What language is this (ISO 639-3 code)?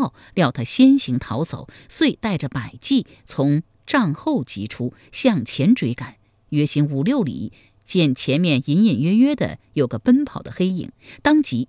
zho